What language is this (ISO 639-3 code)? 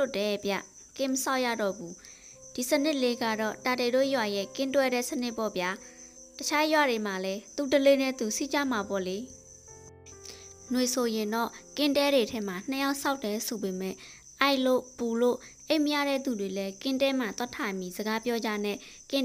mya